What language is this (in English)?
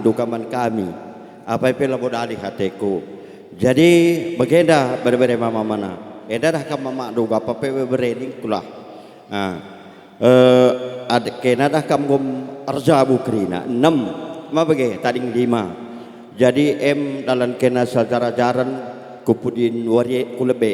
Batak Karo